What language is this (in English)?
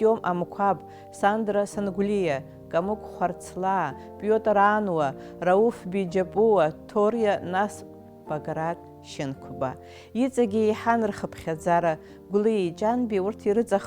Abkhazian